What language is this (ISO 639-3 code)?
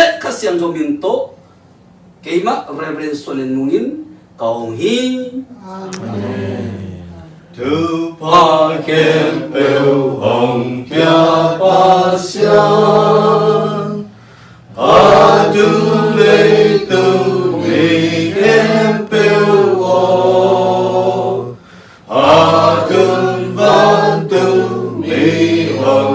ctd